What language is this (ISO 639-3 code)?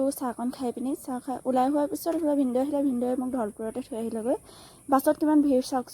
asm